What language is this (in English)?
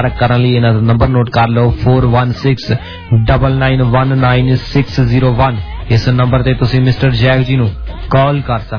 Punjabi